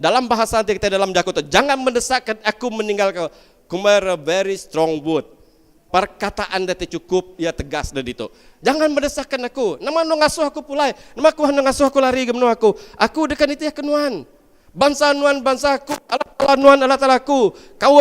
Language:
Iban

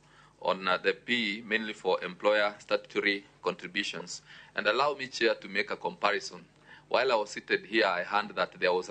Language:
Luo (Kenya and Tanzania)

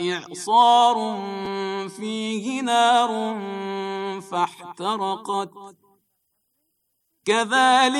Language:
Bosnian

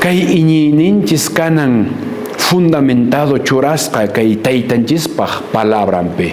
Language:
Quechua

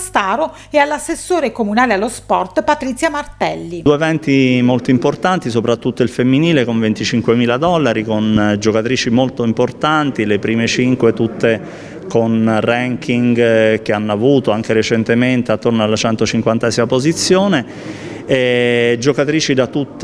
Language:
Italian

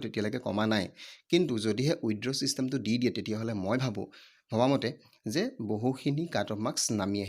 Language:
Assamese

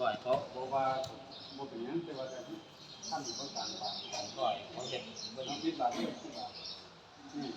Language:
Northeastern Thai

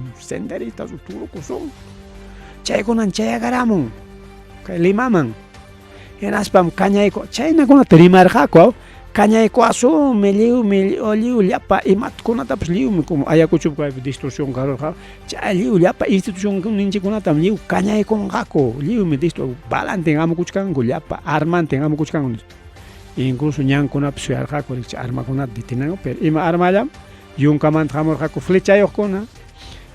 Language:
Ayacucho Quechua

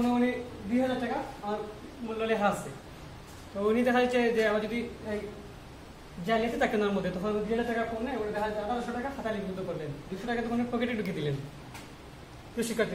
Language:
Bangla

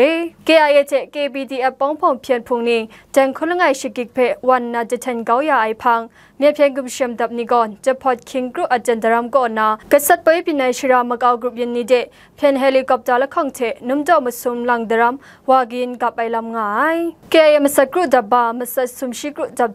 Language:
Kachin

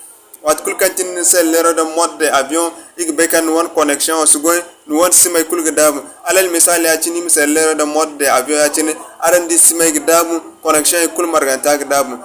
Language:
Zarma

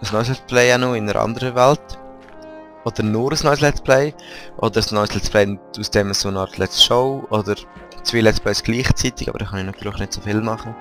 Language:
Swiss German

